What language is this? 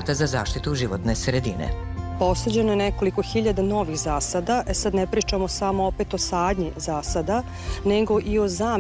Serbian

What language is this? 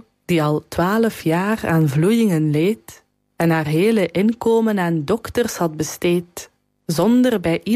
Dutch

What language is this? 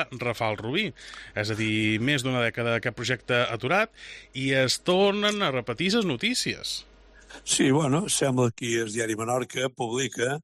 Catalan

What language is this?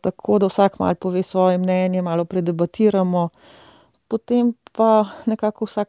Slovenian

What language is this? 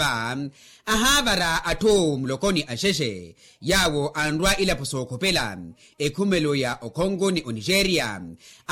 Makhuwa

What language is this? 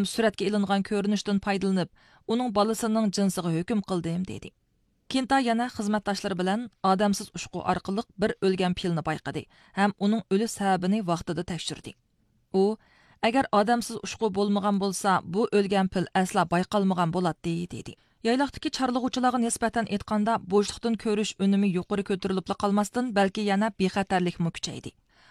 Uyghur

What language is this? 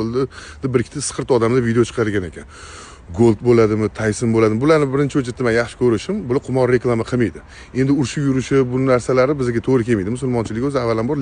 Uzbek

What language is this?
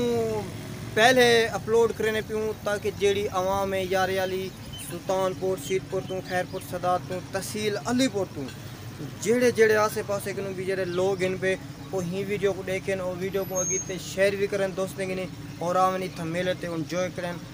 Saraiki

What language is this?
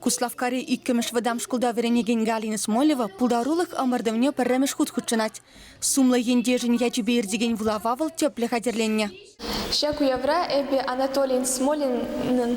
Chuvash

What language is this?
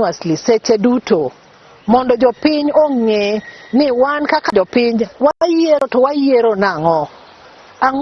Luo (Kenya and Tanzania)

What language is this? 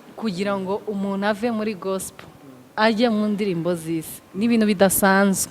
Kinyarwanda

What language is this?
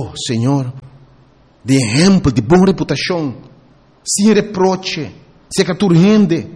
Papiamento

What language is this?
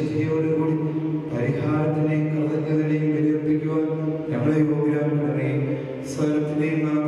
Malayalam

